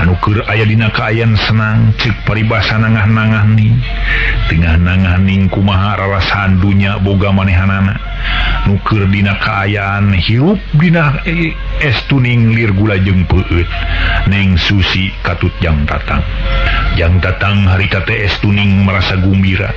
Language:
Sundanese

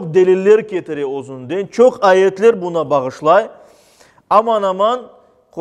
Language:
Crimean Tatar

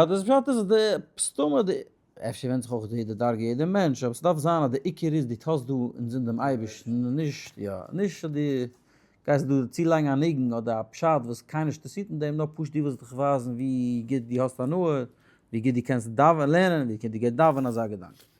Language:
Yiddish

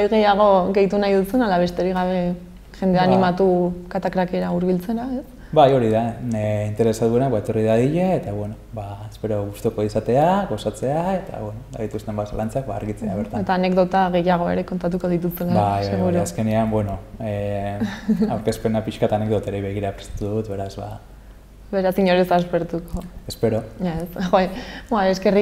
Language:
Basque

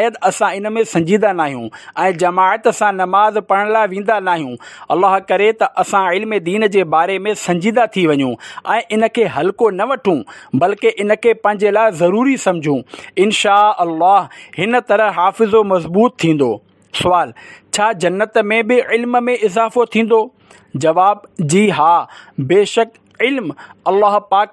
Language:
Sindhi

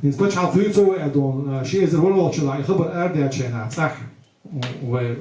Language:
Chechen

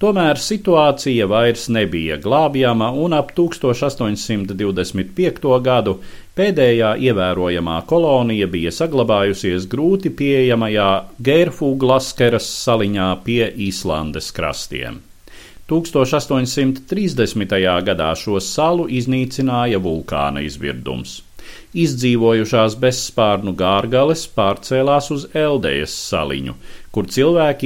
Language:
Latvian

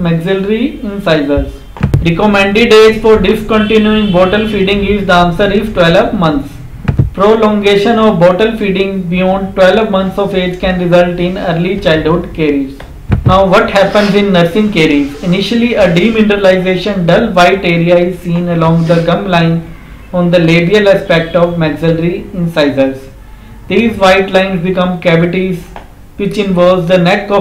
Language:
English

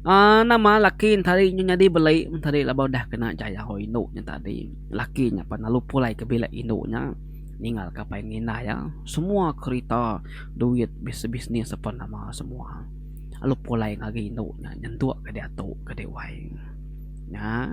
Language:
Iban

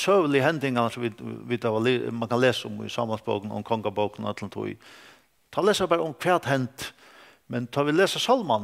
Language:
Faroese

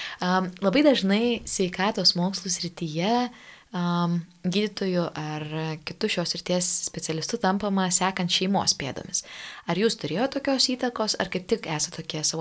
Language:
Lithuanian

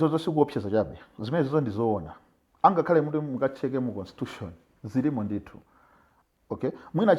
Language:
Nyanja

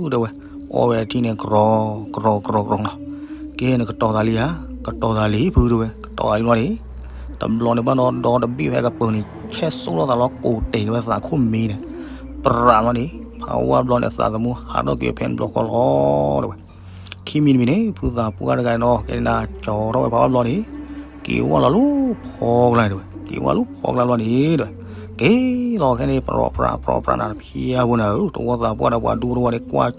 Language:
S'gaw Karen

